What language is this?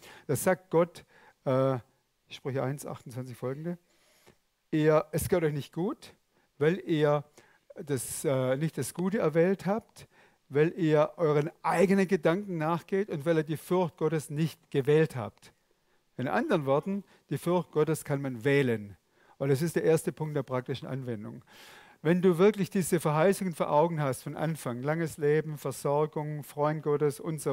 Swiss German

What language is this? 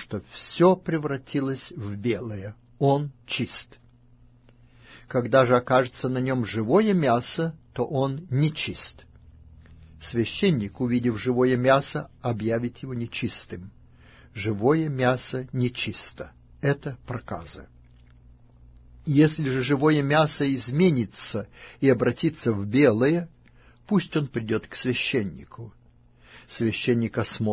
Russian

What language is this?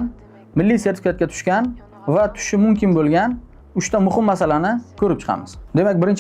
Uzbek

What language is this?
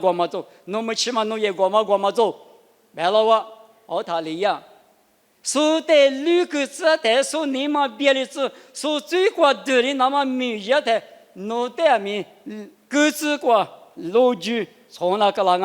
Lisu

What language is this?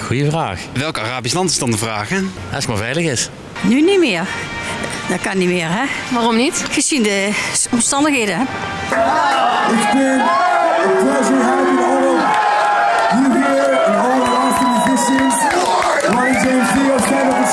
Dutch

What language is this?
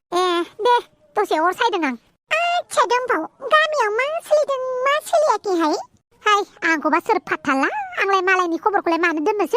Bodo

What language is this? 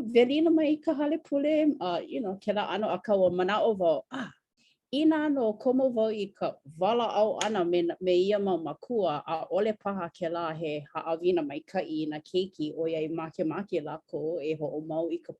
Hawaiian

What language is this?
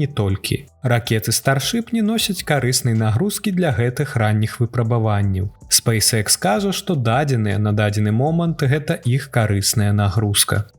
Belarusian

